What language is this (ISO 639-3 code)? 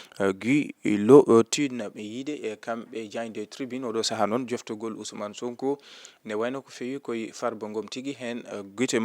ful